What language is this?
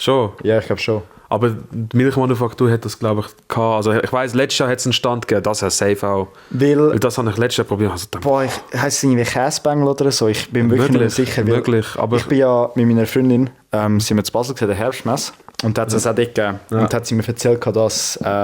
Swiss German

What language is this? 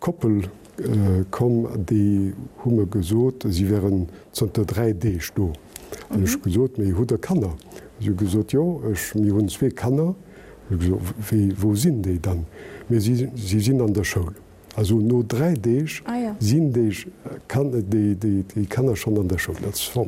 Luxembourgish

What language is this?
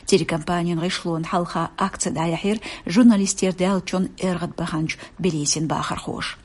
Chechen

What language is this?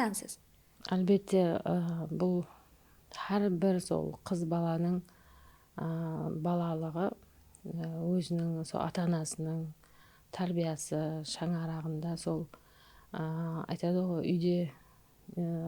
Kara-Kalpak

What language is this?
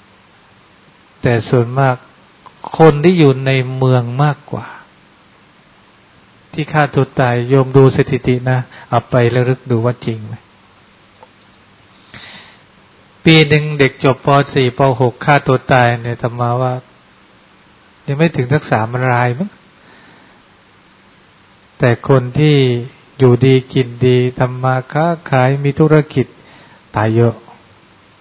Thai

